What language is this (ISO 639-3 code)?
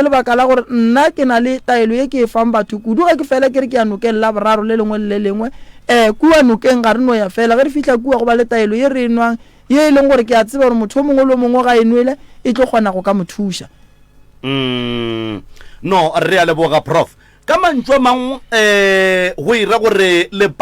nso